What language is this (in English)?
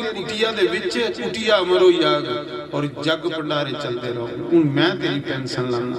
Dogri